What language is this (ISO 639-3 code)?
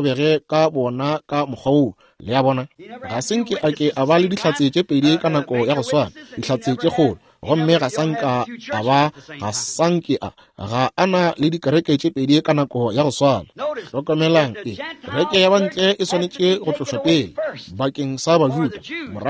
nso